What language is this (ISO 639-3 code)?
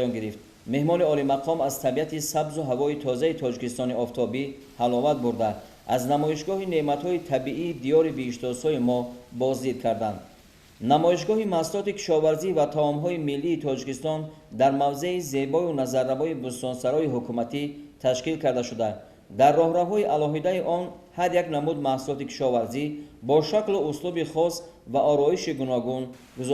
tgk